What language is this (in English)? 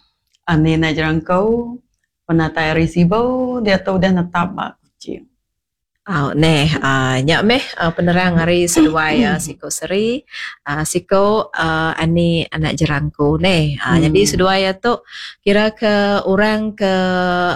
Iban